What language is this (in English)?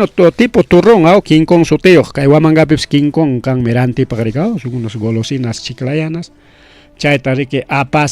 Ayacucho Quechua